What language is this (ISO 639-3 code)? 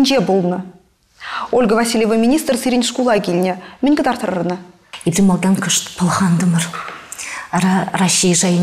chv